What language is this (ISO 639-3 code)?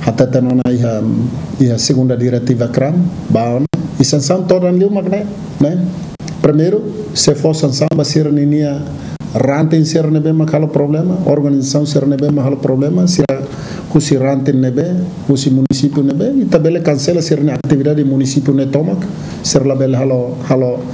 tet